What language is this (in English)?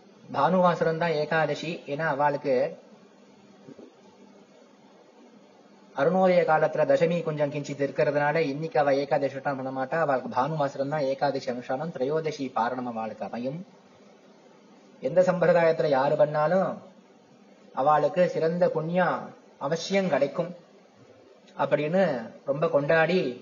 Tamil